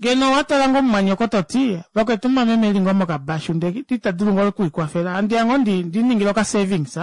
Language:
Kuanyama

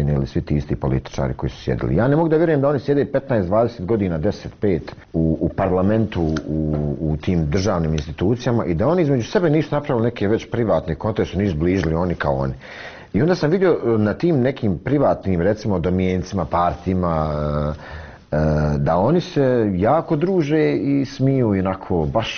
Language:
Bosnian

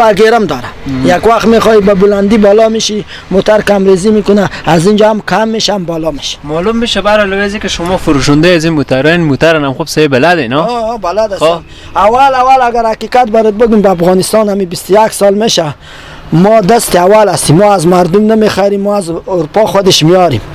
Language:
Persian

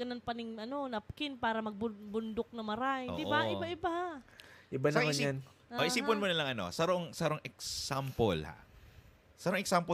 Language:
Bikol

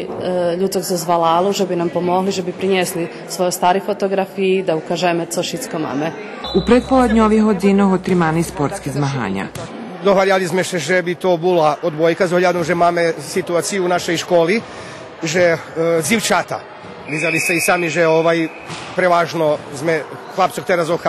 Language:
Rusyn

